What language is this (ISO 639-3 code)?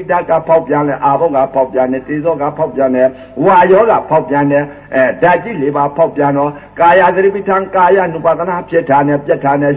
mya